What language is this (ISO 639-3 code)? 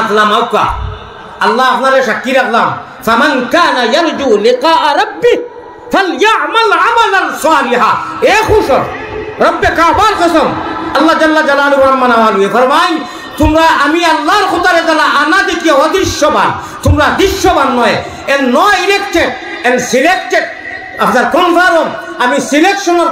syl